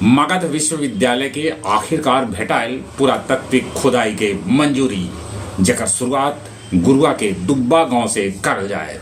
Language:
Magahi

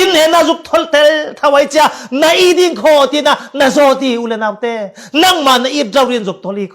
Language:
Falam Chin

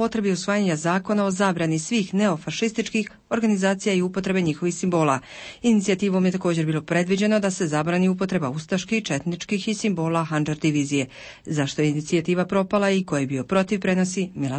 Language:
Bosnian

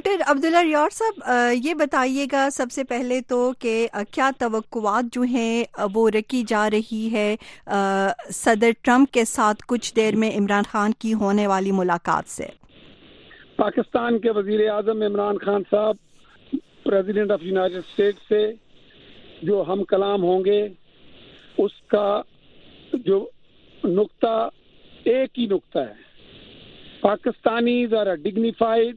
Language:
Urdu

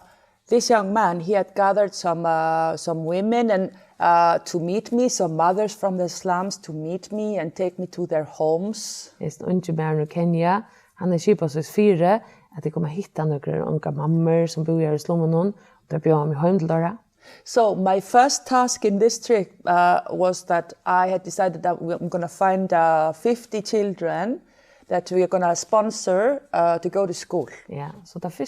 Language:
Faroese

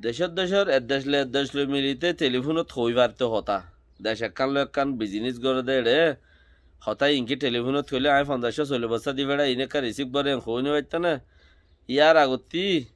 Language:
Rohingya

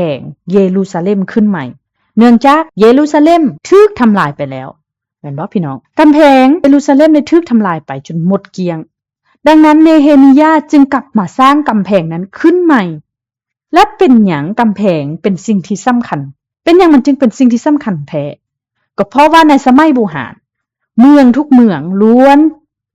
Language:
Lao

